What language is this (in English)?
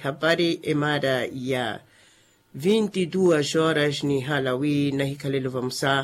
Makhuwa